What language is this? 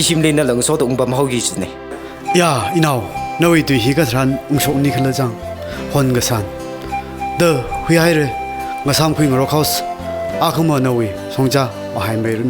Tangkhul Naga (India)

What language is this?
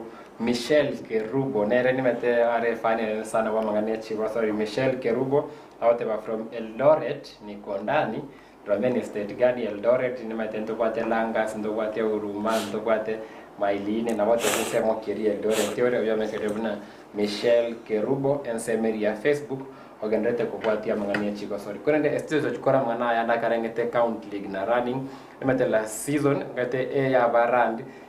Gusii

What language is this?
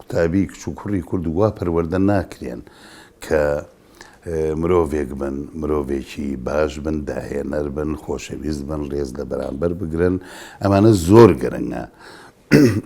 Central Kurdish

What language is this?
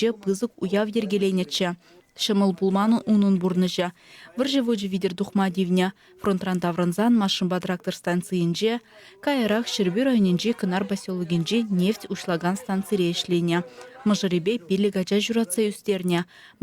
Chuvash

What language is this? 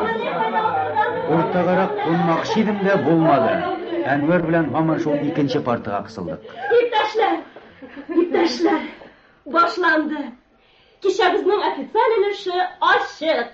Tatar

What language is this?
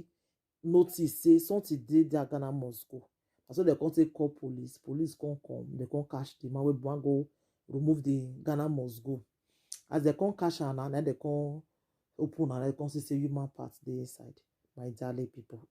Nigerian Pidgin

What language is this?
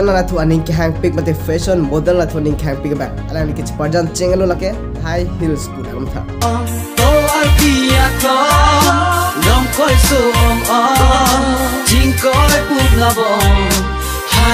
Karbi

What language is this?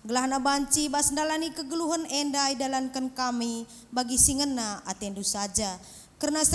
Batak Karo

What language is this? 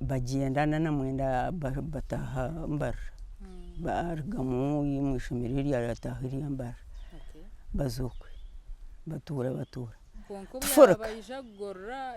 Nyankole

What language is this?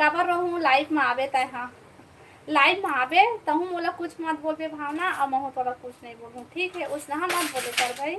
Chhattisgarhi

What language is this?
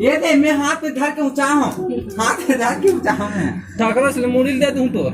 Chhattisgarhi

